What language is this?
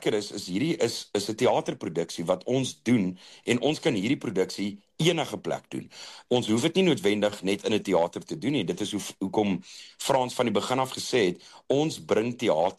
Afrikaans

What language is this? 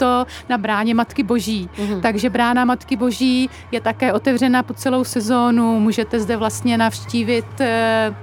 Czech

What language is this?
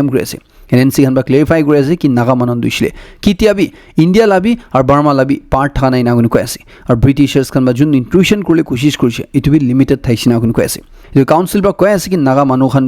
Naga Pidgin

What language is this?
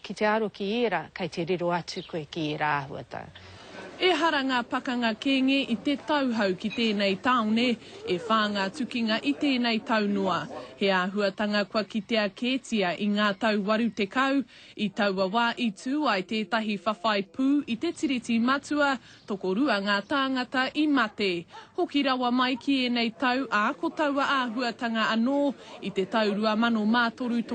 Māori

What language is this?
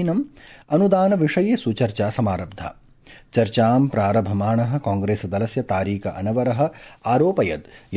Sanskrit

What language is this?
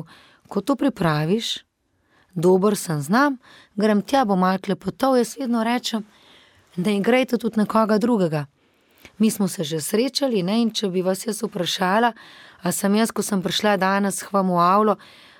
Slovenian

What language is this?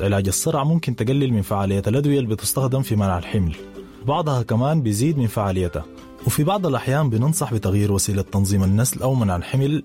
Sudanese Arabic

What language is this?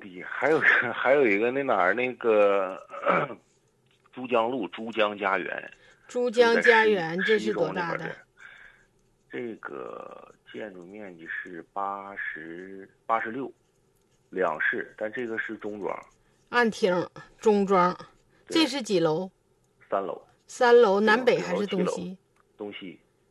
Chinese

